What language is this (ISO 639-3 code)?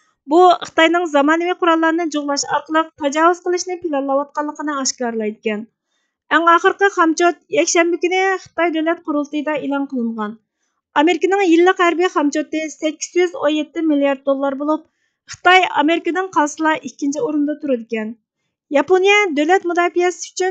uig